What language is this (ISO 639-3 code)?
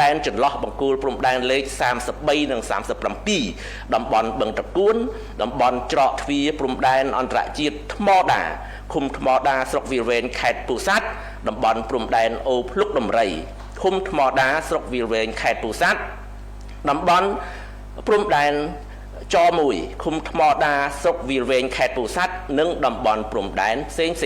khm